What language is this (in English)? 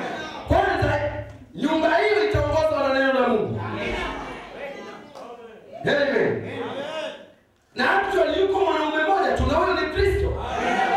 Swahili